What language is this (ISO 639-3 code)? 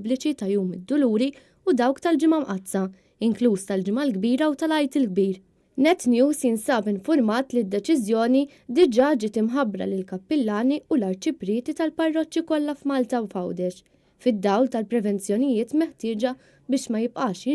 mlt